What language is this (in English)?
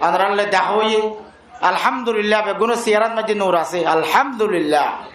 Rohingya